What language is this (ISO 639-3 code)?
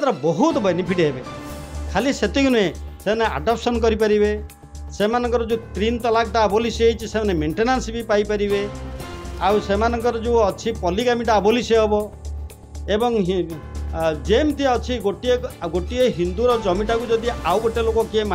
ori